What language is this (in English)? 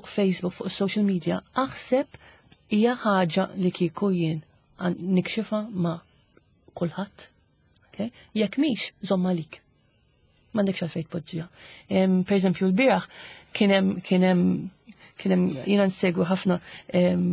Maltese